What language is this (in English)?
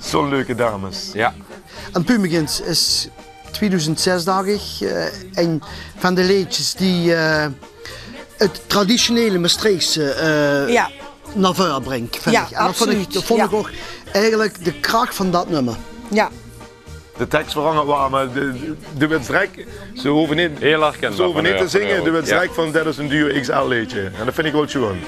Limburgish